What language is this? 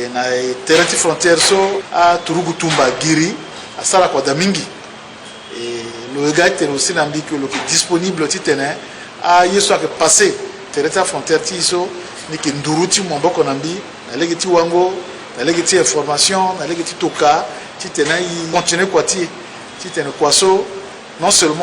Sango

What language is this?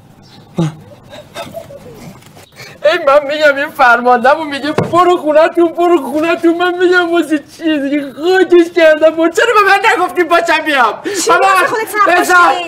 Persian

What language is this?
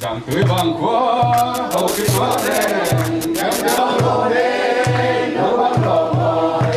Tedim Chin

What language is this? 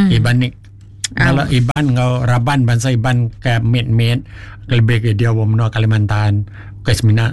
Iban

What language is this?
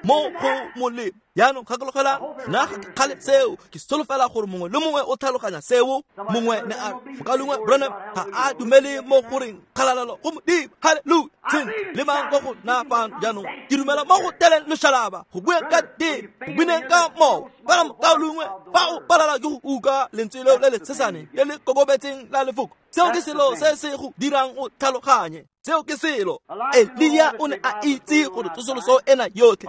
Tswana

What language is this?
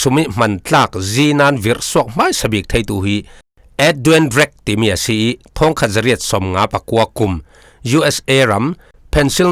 Falam Chin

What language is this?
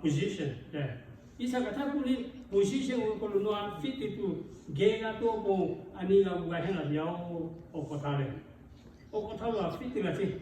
Lahu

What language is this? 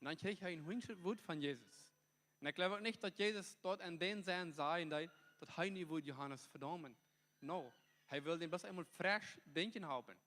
Plautdietsch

